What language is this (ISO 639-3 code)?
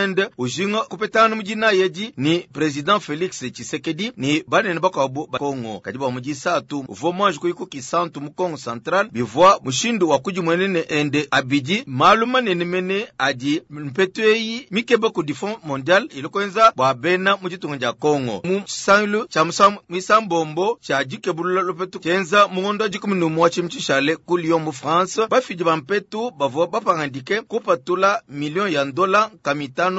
lua